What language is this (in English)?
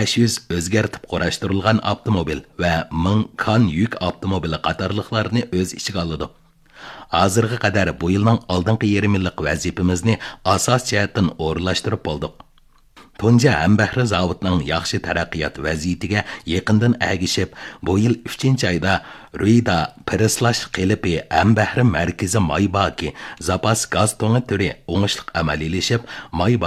Uyghur